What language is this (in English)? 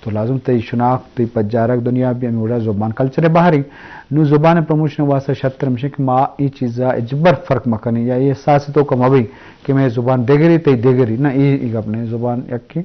Eastern Balochi